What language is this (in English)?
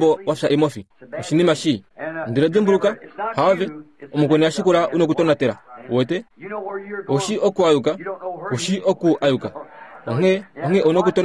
Kuanyama